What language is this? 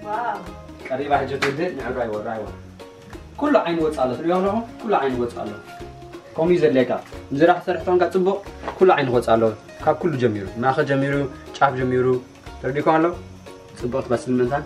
Tigrinya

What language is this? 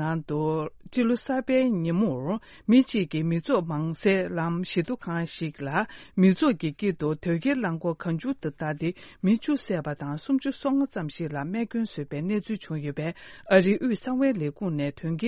Tibetan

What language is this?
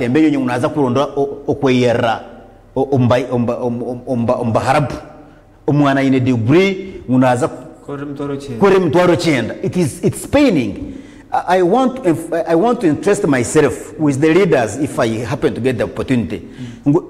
Nyankole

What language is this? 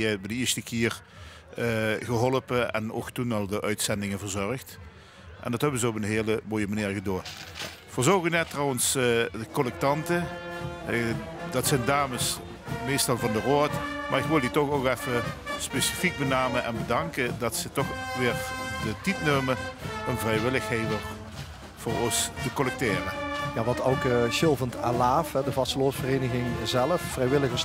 Limburgish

